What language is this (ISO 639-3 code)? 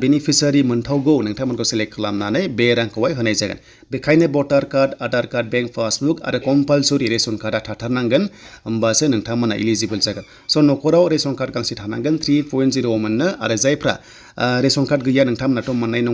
brx